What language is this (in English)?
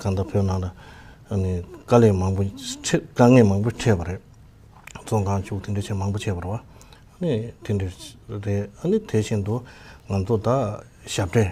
Tibetan